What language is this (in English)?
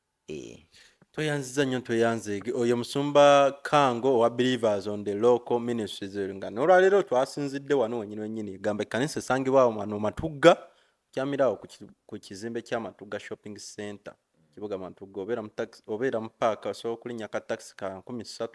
Ganda